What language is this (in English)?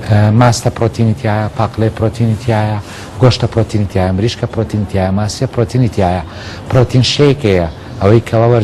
Central Kurdish